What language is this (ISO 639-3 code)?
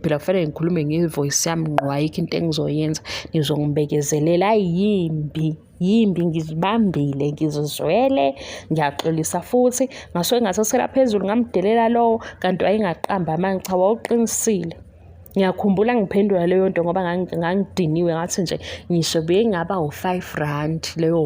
zul